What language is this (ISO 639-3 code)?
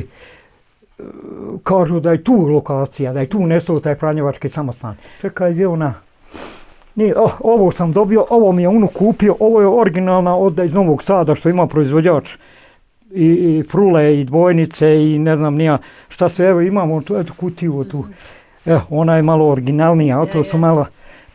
bos